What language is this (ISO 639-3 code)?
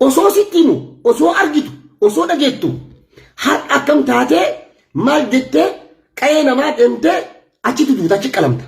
orm